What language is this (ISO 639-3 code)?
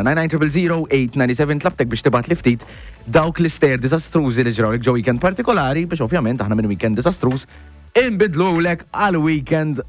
mlt